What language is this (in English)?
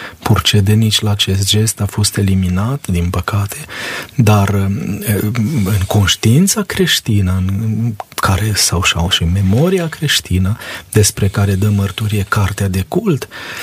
Romanian